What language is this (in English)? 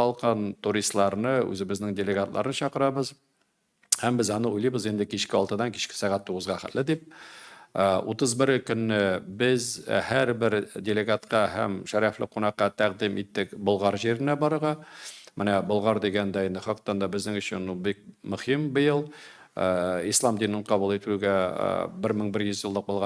Tatar